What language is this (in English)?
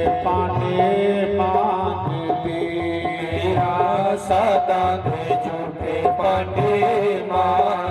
Dogri